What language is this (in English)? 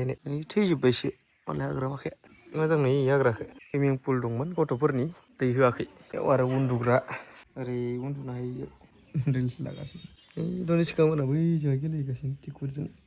Bodo